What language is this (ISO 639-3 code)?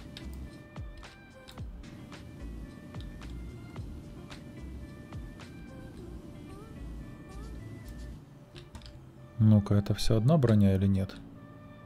rus